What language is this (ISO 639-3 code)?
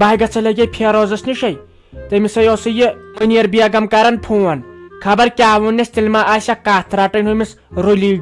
kas